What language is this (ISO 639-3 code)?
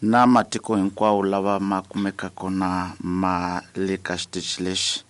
tso